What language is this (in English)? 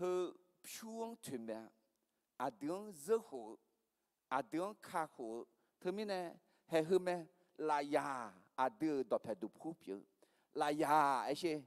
Akha